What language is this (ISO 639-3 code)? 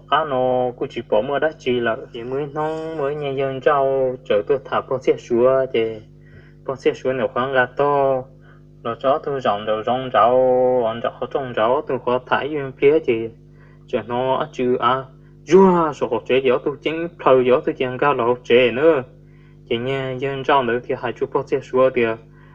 hmn